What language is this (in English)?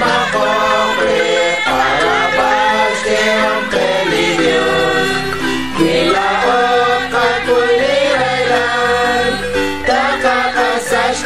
Kekchí